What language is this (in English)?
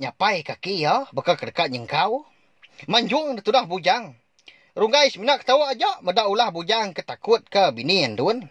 Iban